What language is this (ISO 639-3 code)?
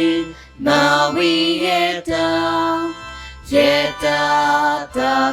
kok